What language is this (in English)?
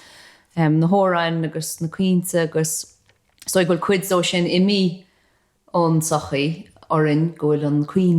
Irish